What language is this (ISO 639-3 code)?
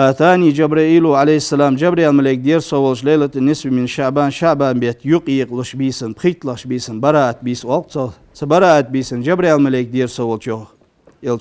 inh